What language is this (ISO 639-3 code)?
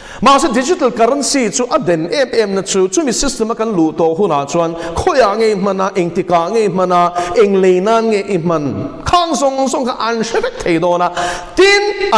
lus